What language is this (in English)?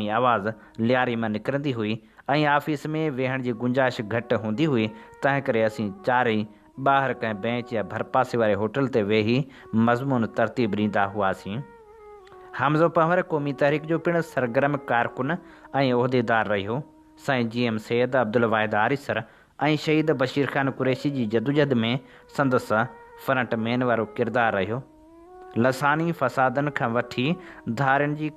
Sindhi